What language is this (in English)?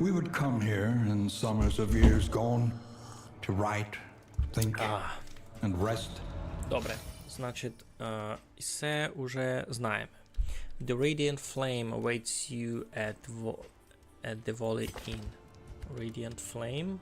Rusyn